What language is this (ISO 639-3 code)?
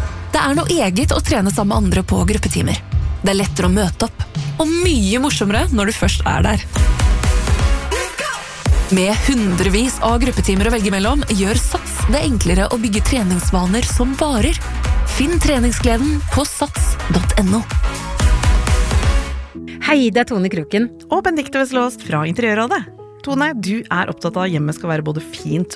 nor